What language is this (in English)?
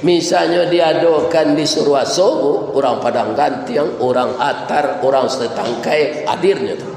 Minangkabau